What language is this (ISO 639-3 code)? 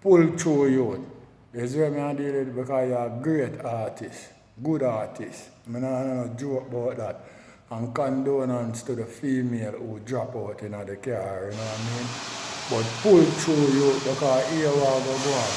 jam